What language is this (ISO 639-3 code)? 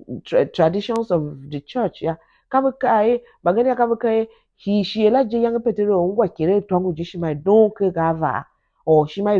tiv